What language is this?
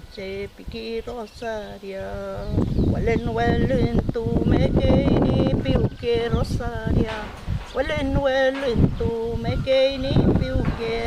Mapuche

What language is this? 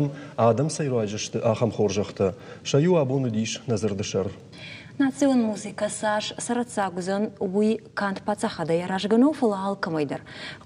Ossetic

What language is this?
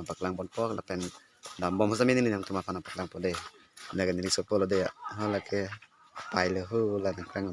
Karbi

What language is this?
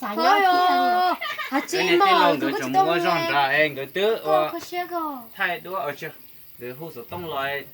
Hmong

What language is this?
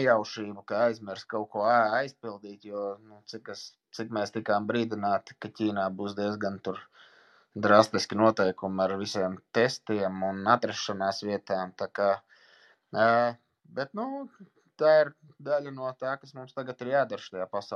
Latvian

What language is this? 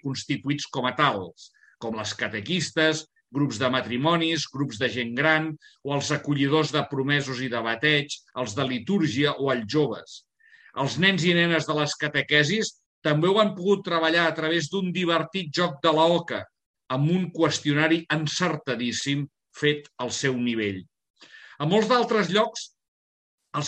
Catalan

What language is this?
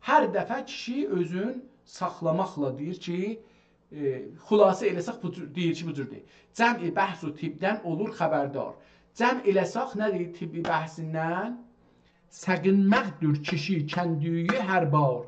South Azerbaijani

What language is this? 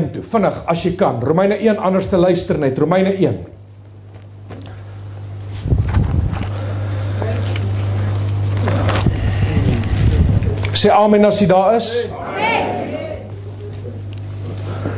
Afrikaans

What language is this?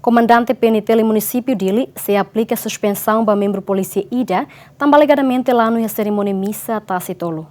Tetum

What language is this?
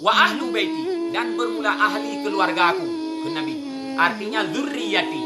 Achinese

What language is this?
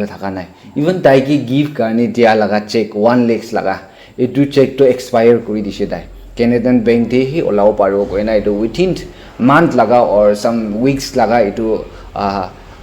Naga Pidgin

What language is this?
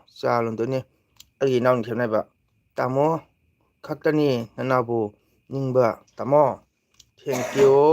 Manipuri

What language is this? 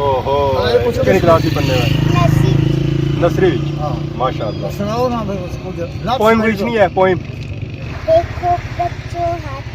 Pahari-Potwari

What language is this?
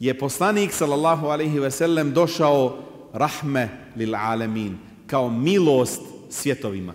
Bosnian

